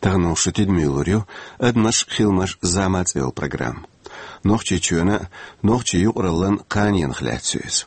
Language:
Chechen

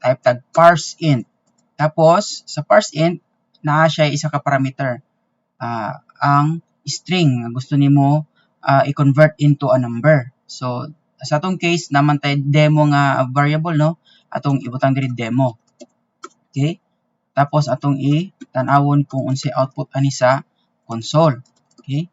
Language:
Cebuano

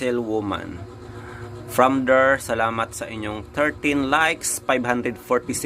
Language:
Cebuano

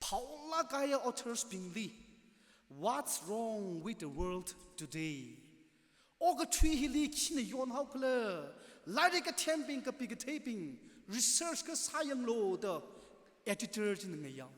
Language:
Tangkhul Naga (India)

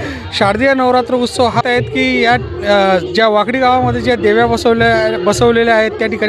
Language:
Marathi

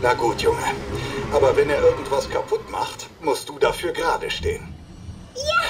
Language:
Bavarian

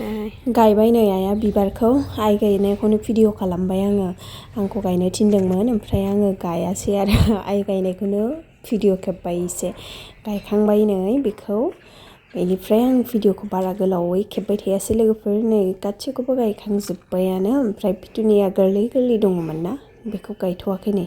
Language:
Bodo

